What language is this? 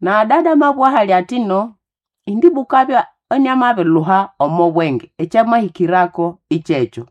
Nande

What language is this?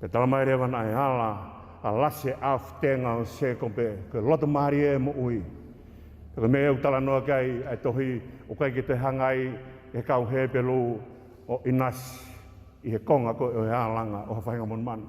Tongan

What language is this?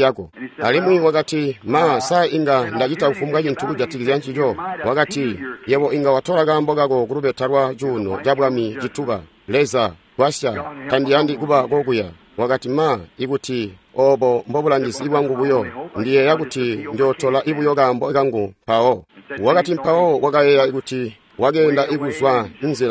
Tonga (Zambia)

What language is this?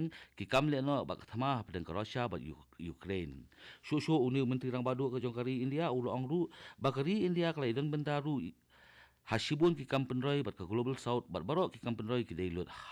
Khasi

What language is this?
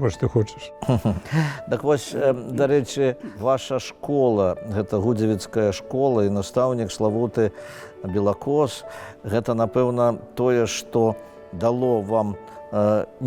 Belarusian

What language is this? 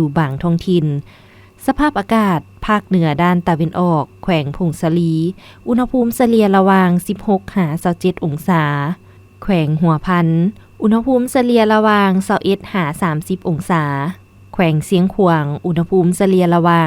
Lao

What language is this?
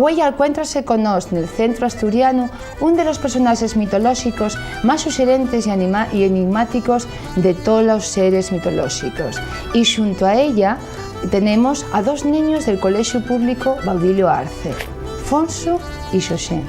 Asturian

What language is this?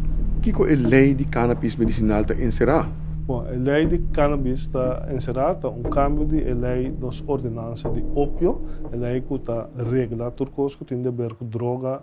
Papiamento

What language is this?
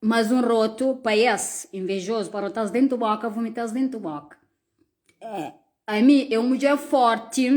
Kabuverdianu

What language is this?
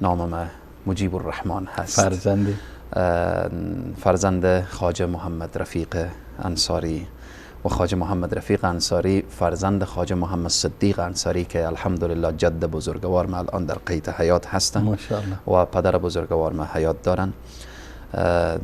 Persian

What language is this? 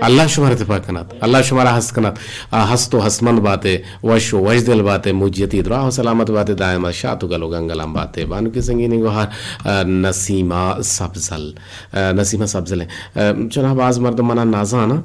Eastern Balochi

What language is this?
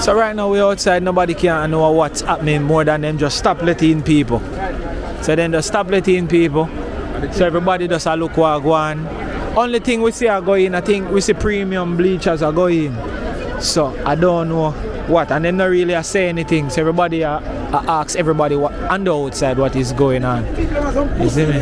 Jamaican Creole English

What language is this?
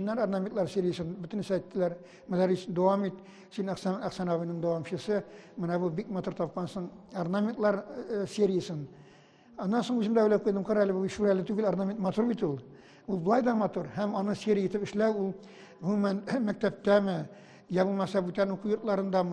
Tatar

